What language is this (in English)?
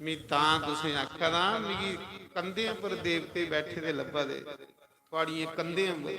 Dogri